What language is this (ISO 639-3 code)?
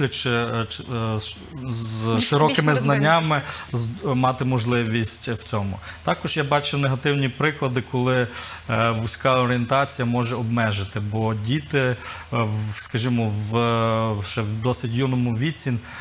ukr